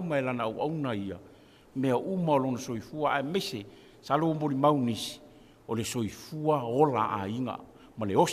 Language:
Samoan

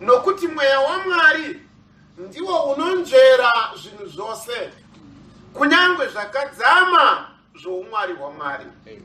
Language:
Shona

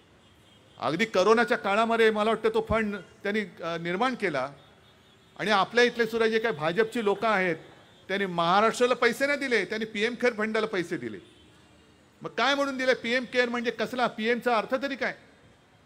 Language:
Marathi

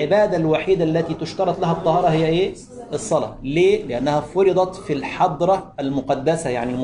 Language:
Egyptian Arabic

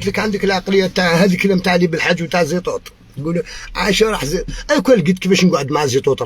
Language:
Algerian Arabic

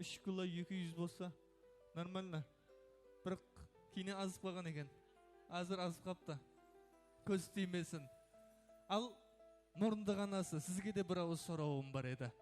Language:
Kara-Kalpak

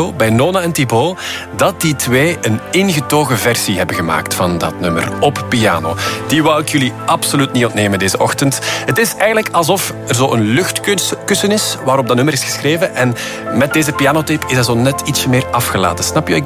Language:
Dutch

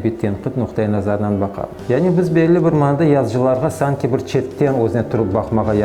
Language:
Crimean Tatar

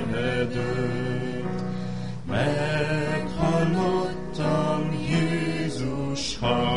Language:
Hungarian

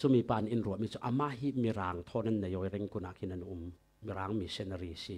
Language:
Falam Chin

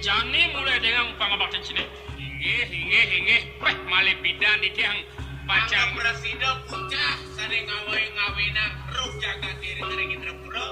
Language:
Balinese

